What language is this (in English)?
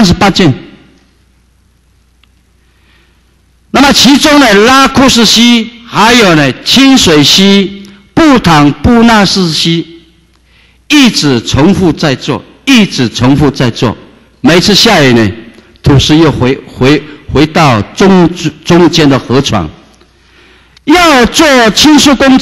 Chinese